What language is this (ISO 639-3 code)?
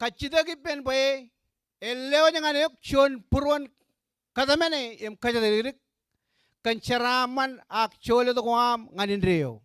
mah